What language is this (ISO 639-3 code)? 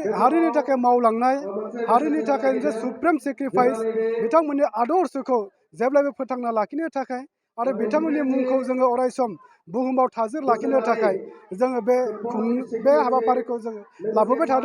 brx